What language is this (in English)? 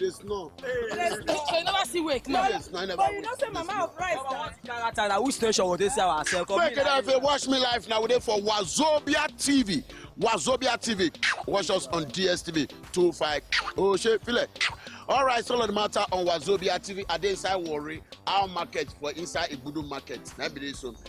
Nigerian Pidgin